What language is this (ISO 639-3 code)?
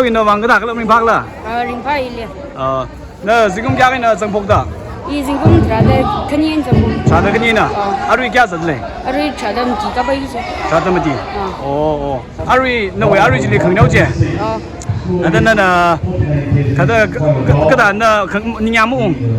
nmf